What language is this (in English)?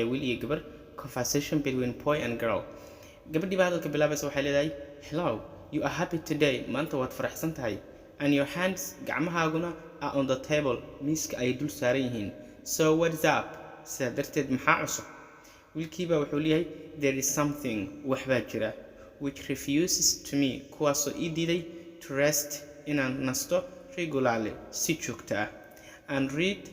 Somali